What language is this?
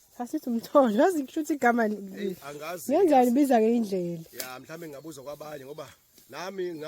Zulu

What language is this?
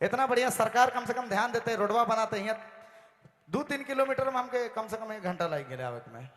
Sadri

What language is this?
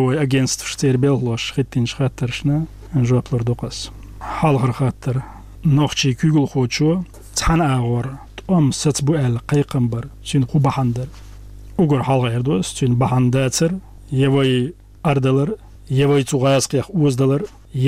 Chechen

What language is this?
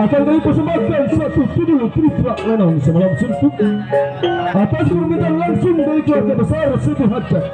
Betawi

